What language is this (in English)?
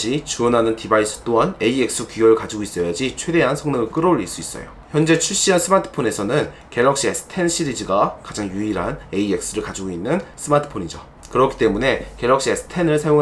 Korean